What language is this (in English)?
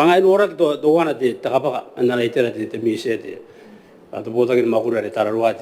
Gilbertese